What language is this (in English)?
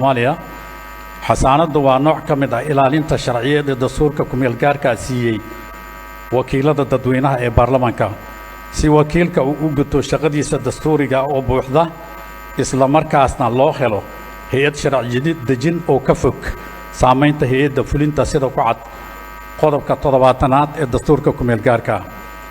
Somali